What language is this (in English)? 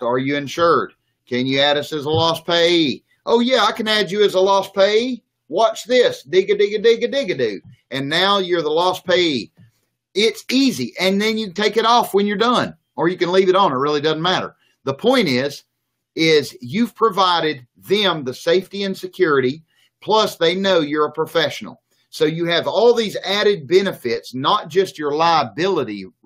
English